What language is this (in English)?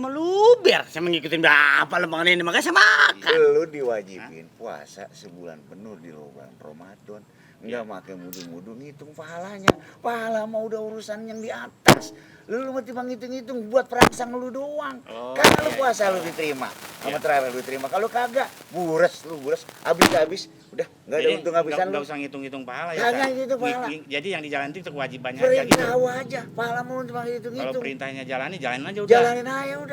Betawi